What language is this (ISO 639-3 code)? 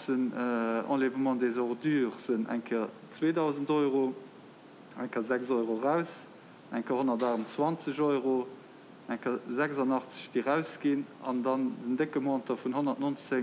ltz